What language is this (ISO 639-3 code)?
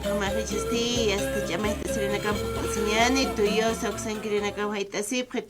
aym